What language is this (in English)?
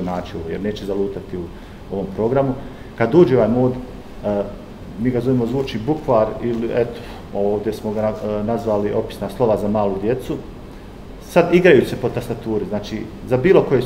Bosnian